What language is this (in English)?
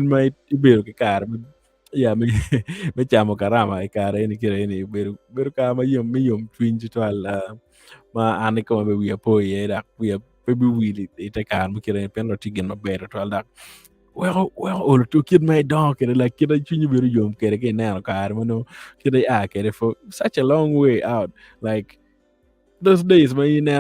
Acoli